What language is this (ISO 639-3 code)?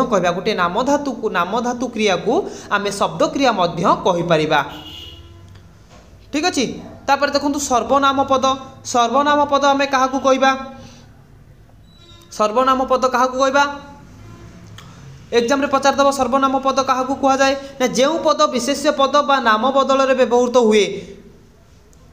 ori